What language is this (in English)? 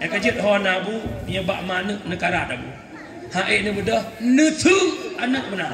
Achinese